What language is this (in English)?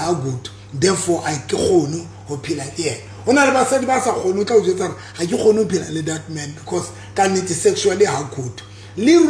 Southern Sotho